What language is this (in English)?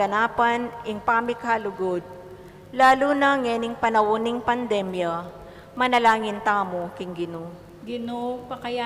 Pampanga